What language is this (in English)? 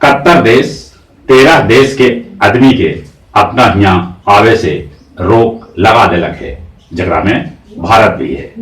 Magahi